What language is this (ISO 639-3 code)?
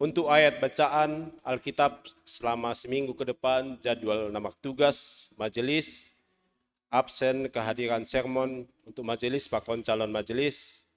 bts